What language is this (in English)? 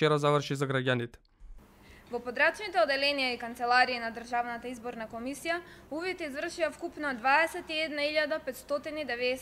Macedonian